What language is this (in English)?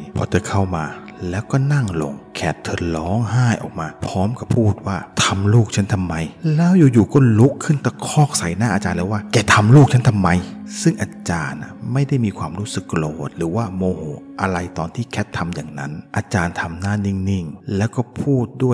Thai